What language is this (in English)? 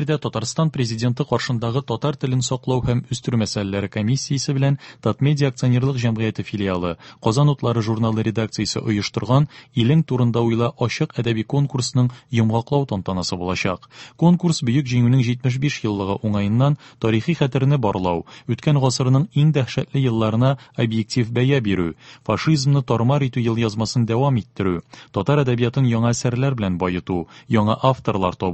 Tatar